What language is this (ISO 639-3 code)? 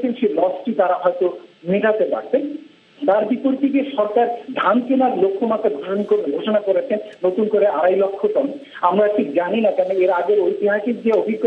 ben